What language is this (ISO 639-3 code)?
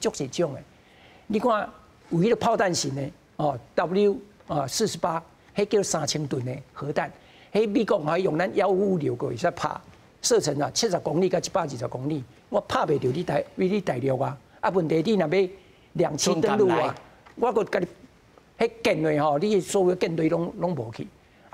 nan